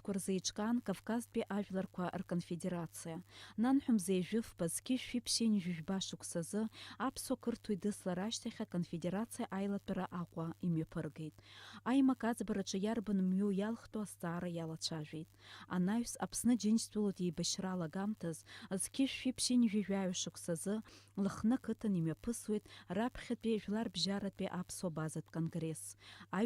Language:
Abkhazian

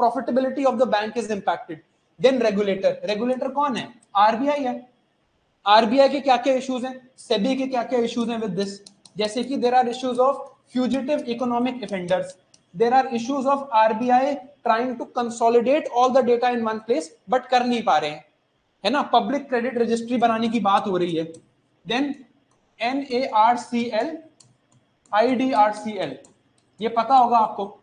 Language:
Hindi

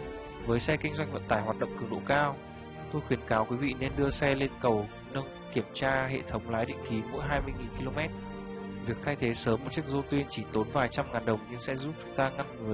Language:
Vietnamese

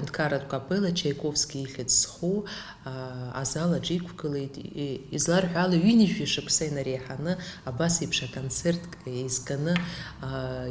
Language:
Abkhazian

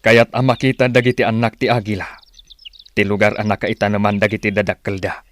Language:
Iloko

